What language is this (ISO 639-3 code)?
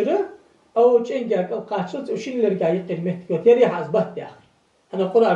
inh